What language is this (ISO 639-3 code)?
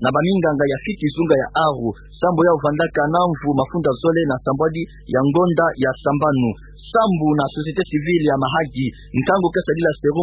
ktu